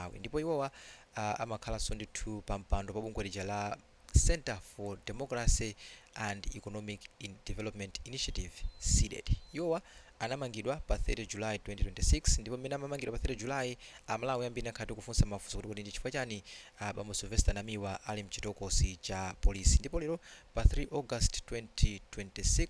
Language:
Nyanja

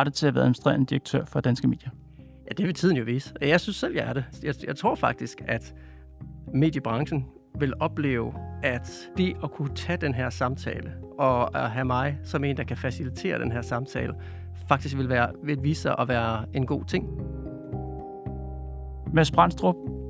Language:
Danish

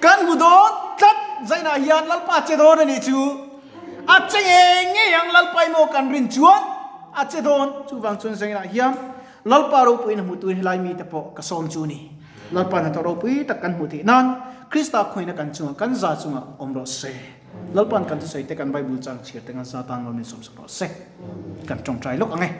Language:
Mizo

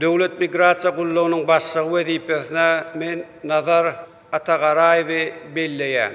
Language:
Turkmen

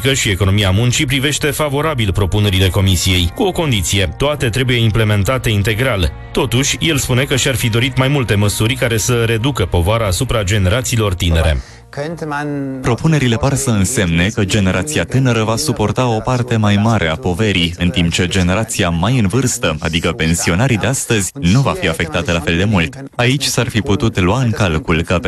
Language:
Romanian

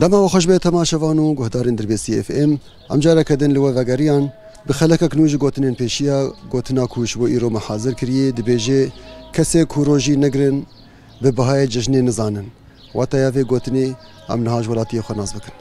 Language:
Kurdish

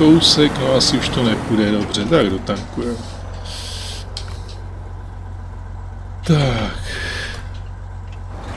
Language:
Czech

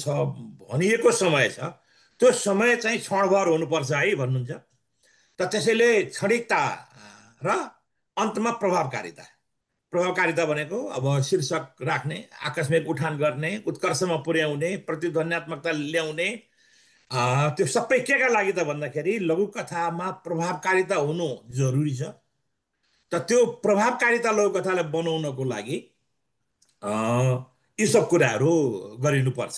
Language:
Nepali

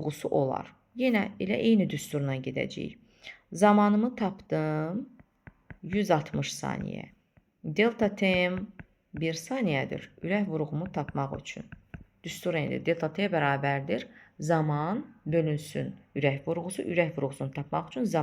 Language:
Azerbaijani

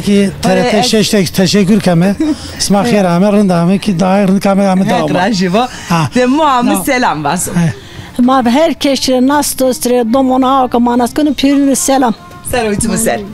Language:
Zaza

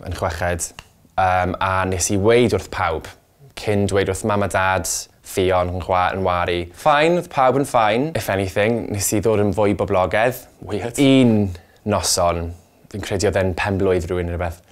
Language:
Welsh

